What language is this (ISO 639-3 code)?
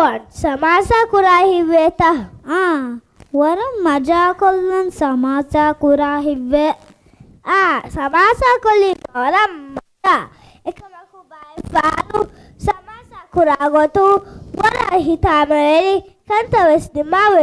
div